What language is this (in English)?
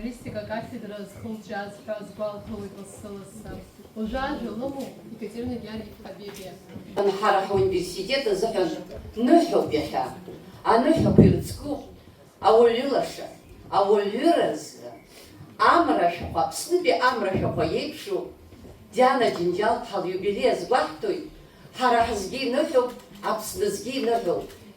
Abkhazian